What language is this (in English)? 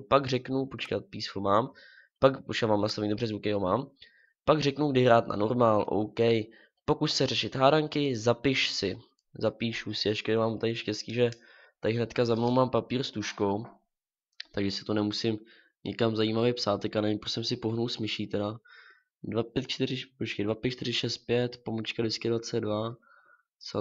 Czech